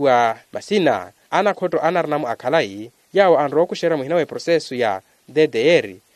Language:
Makhuwa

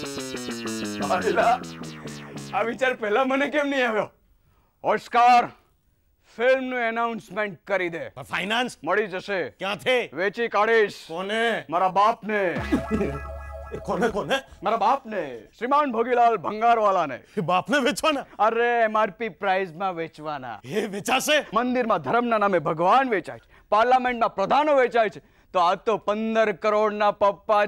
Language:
Gujarati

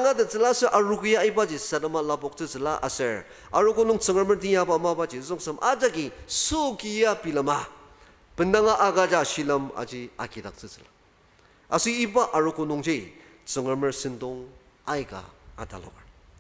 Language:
Ao Naga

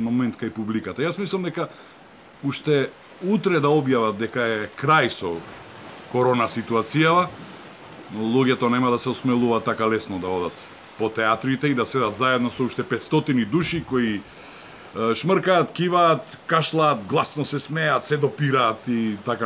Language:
Macedonian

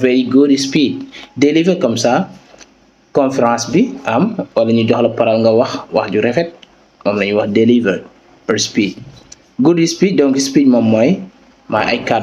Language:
Wolof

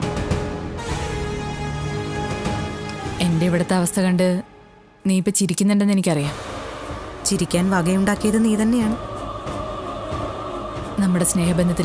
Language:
Malayalam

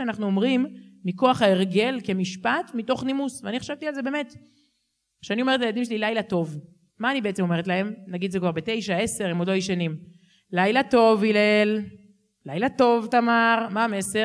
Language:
Hebrew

